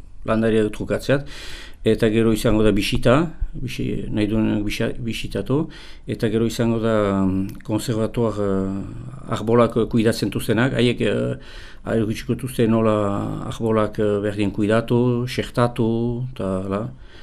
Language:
Basque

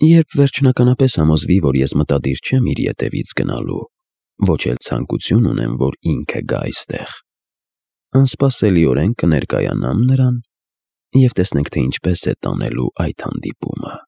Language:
Armenian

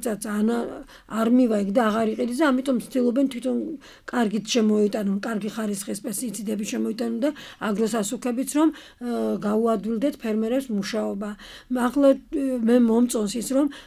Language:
Georgian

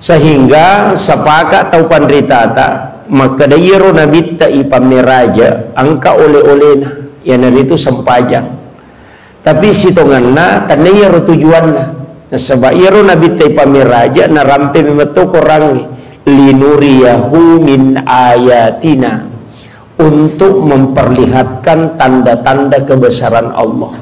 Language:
Buginese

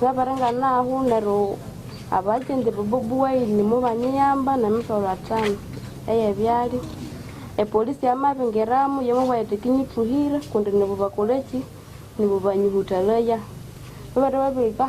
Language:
Nyankole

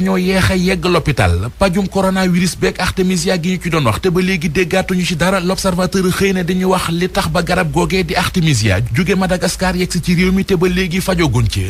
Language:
Wolof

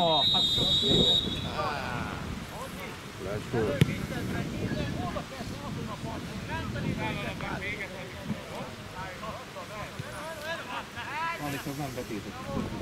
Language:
Hungarian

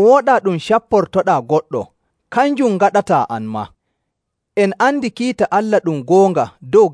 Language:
Nigerian Fulfulde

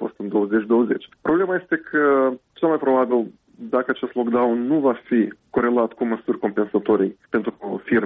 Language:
Romanian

